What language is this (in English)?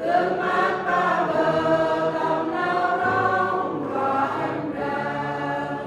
Central Mnong